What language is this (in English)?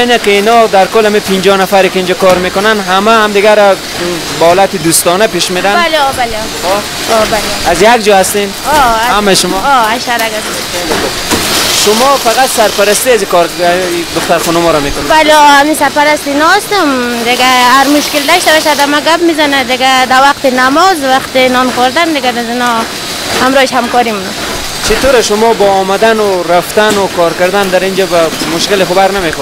Persian